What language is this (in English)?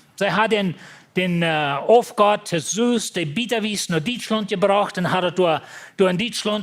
Plautdietsch